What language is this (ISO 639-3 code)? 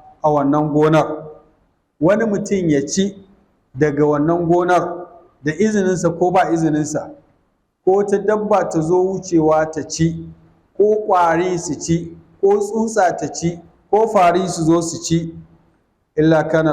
hau